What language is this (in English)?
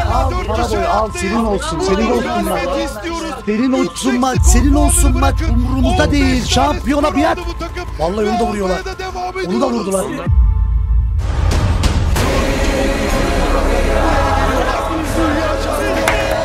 Turkish